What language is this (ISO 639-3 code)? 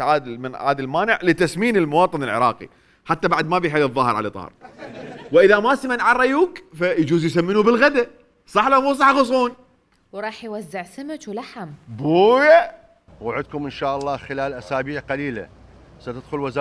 acm